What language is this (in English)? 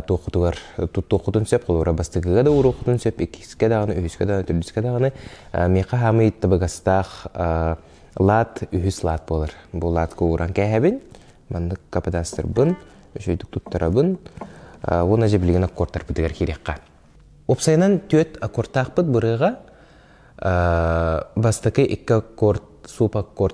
Yakut